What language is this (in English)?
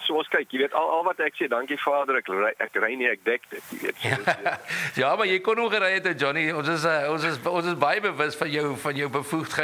Afrikaans